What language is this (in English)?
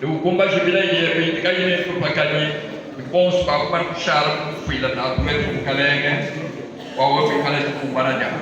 Luba-Lulua